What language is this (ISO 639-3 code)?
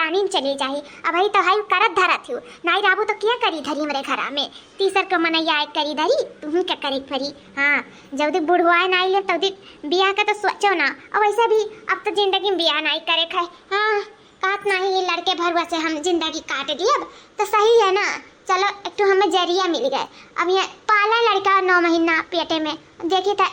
awa